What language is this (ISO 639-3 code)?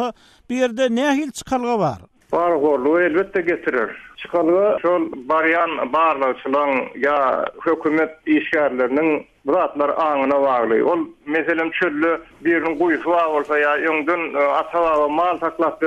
tuk